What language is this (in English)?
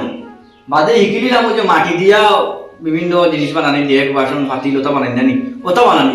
Sylheti